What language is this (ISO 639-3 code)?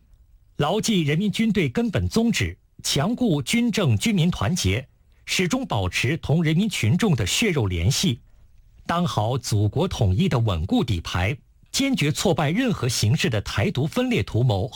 zho